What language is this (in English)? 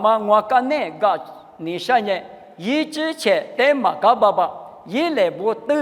Lisu